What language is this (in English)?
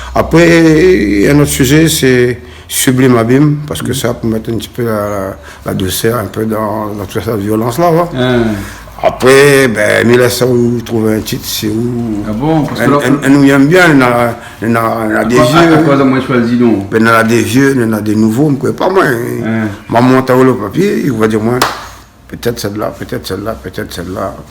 Réunion Creole French